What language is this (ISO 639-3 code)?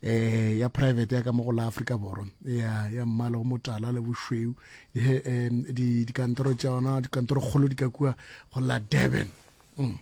nso